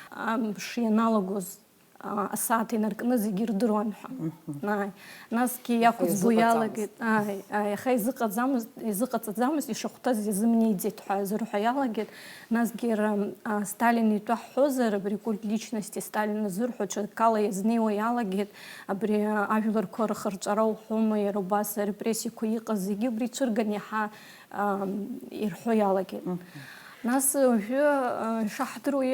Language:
Abkhazian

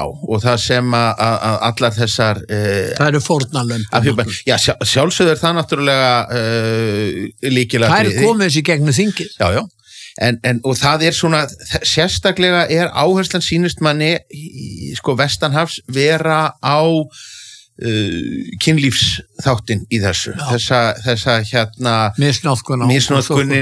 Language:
Icelandic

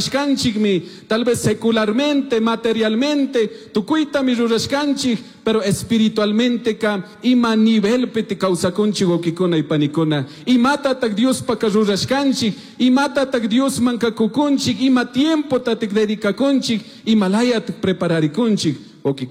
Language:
Chimborazo Highland Quichua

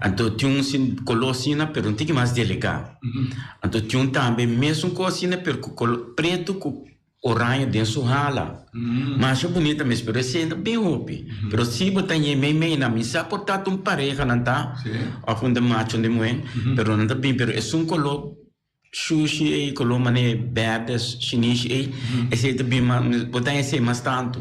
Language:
Papiamento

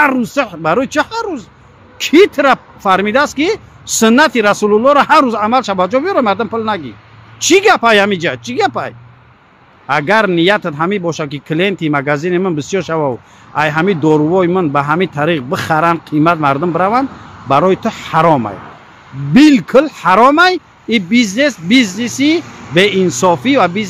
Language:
Tajik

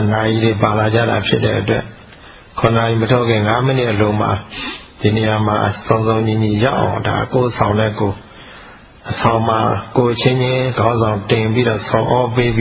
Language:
Burmese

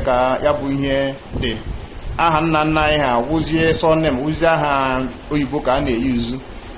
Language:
Igbo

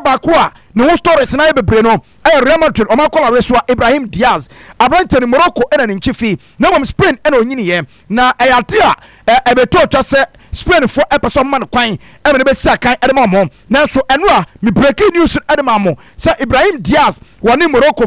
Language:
Akan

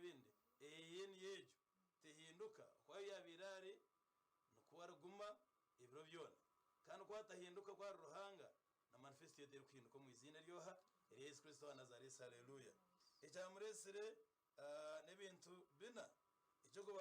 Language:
Nyankole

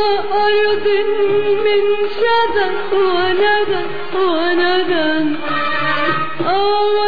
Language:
Arabic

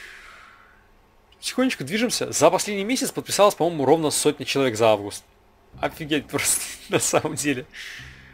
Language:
Russian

